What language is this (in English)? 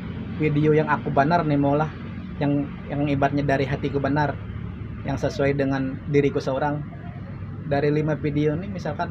Banjar